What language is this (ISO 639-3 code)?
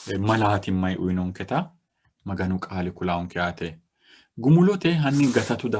sid